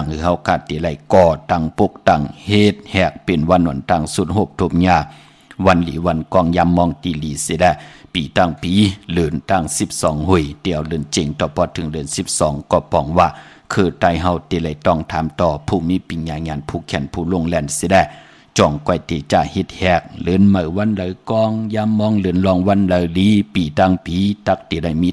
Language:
Shan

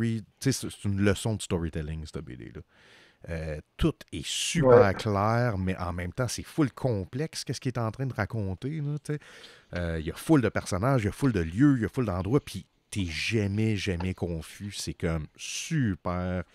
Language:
French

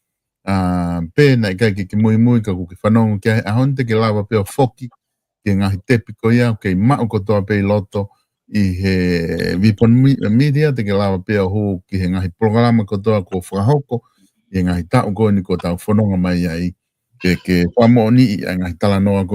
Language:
Tongan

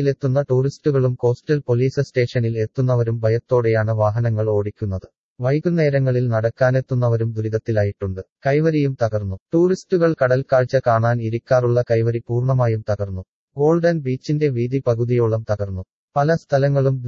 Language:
Malayalam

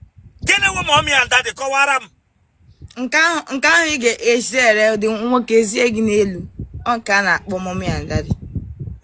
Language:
Igbo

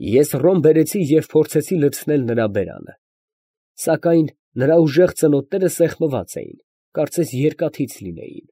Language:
Armenian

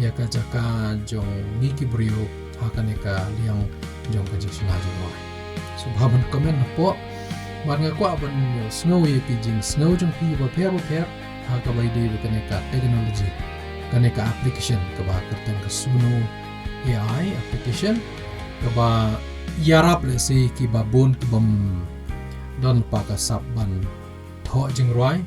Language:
Khasi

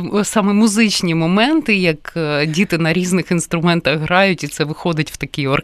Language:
Ukrainian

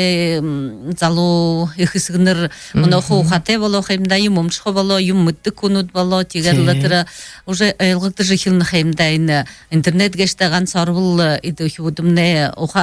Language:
Buriat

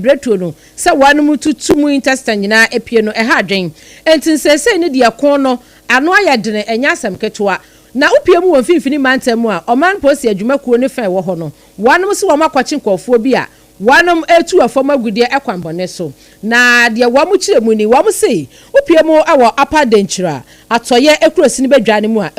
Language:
Akan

